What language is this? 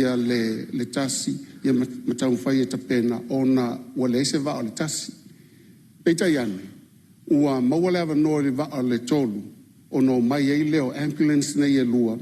Samoan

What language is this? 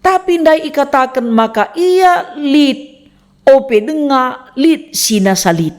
Batak Karo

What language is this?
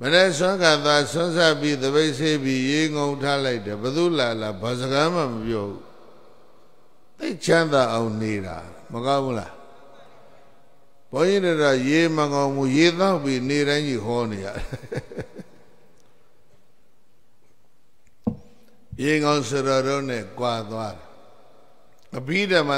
Burmese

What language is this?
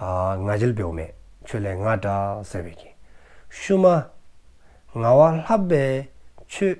Dzongkha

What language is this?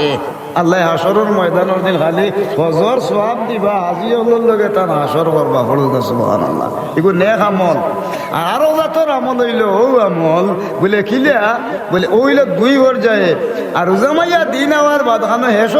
Sylheti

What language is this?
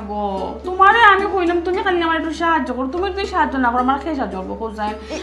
Sylheti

